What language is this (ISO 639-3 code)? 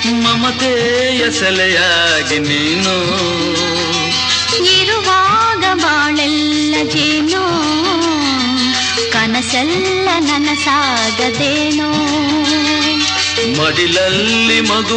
kan